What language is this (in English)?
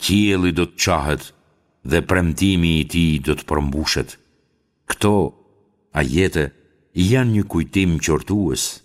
Albanian